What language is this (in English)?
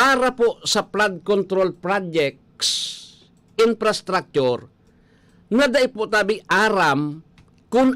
Bikol